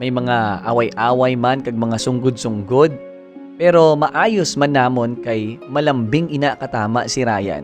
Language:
Hiligaynon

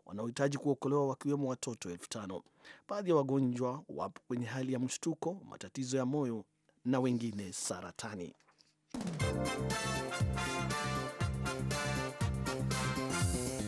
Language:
Swahili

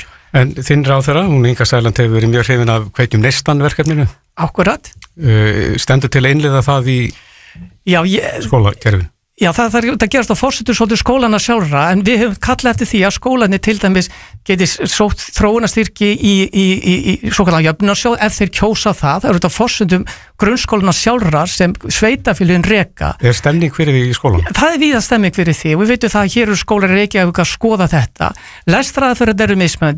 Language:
Icelandic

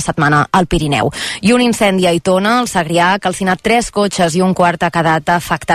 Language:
Catalan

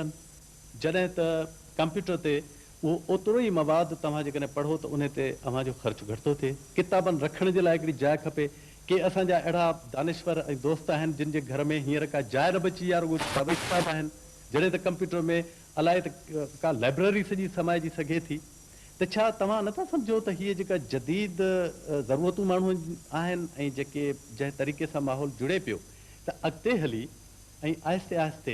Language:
Sindhi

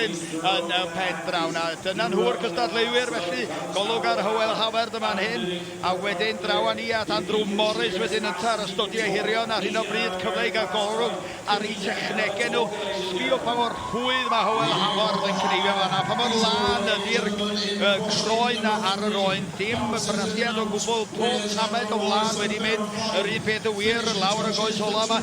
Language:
Welsh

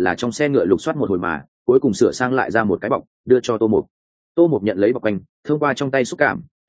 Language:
Vietnamese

